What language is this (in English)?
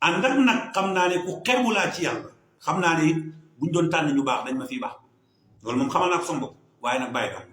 Wolof